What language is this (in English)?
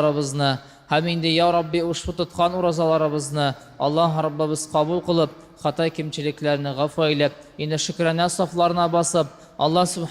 Tatar